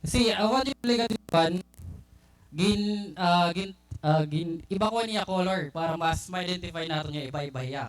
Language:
Waray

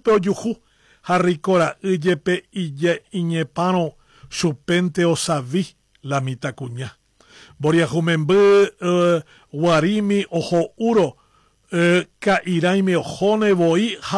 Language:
Guarani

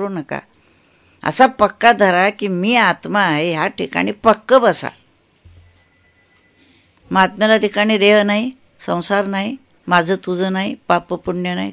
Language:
Marathi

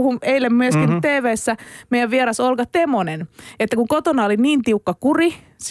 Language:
Finnish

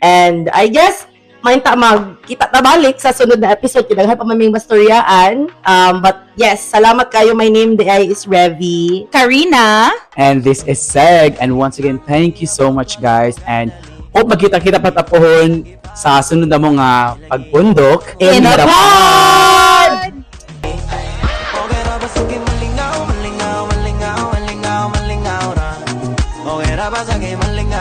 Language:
Cebuano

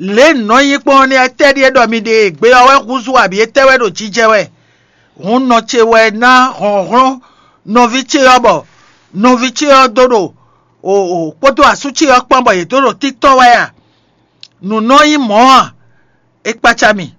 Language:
Fon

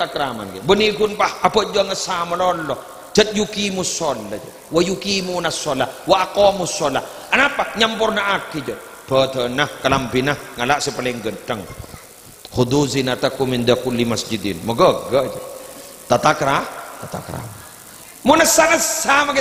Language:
Madurese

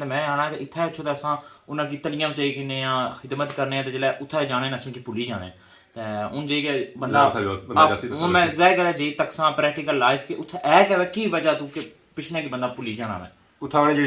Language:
Pahari-Potwari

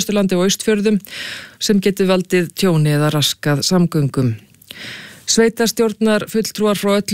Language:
Icelandic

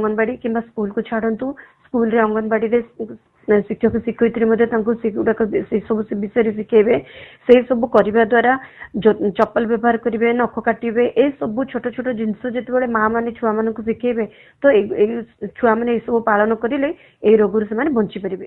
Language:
Odia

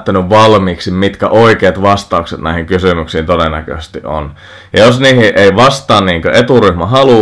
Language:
Finnish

